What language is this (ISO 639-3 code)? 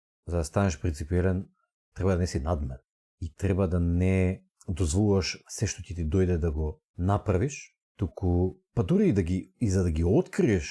mkd